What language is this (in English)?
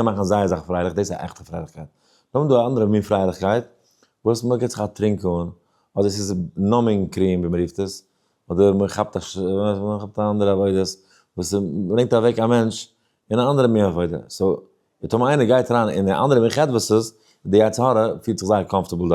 Yiddish